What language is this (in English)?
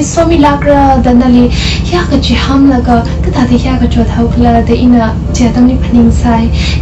Tangkhul Naga (India)